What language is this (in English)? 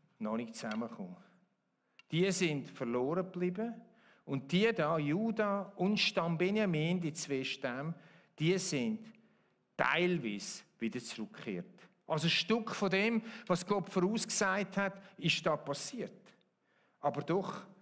Swiss German